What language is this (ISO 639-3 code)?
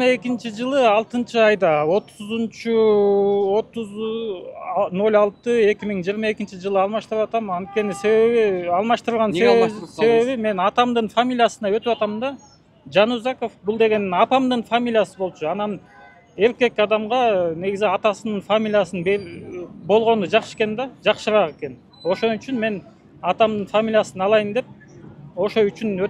kir